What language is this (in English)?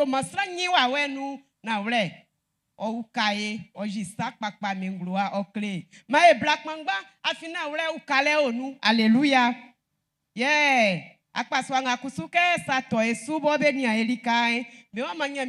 Baoulé